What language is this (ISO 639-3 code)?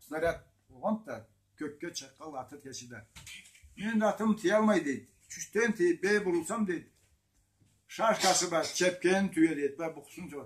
krc